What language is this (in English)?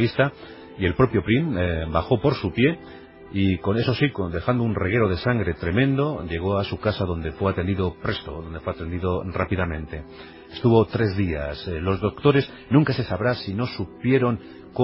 Spanish